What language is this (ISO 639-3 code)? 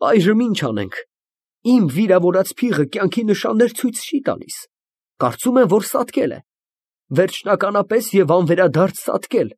hye